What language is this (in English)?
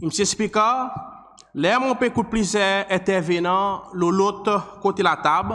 Seselwa Creole French